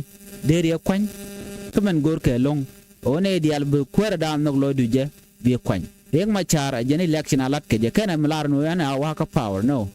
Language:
Nuer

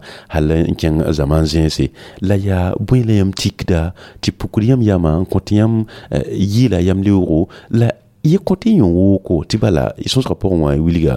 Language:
Mossi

